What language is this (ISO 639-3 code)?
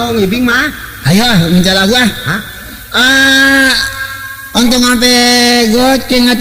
bew